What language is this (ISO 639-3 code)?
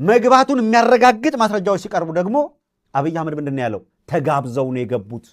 amh